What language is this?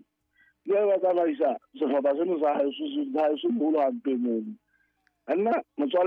Southern Sotho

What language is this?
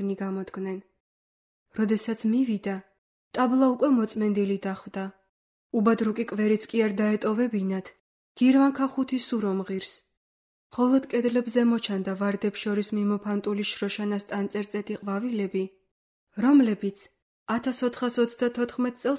Georgian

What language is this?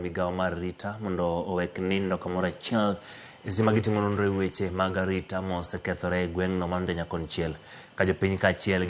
Luo (Kenya and Tanzania)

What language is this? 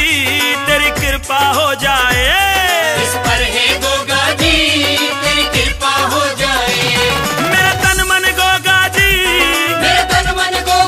Hindi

